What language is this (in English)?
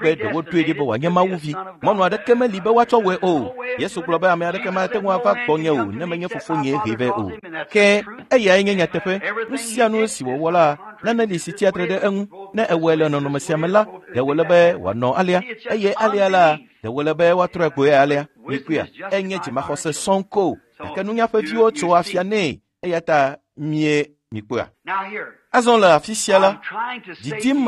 Ewe